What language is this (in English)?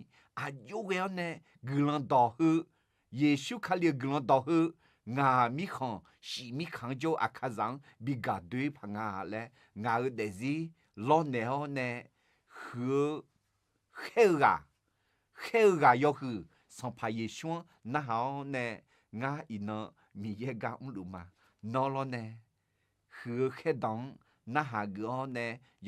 Akha